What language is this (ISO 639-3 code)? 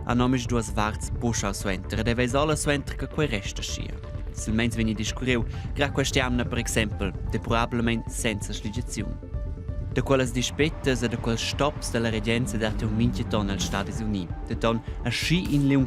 roh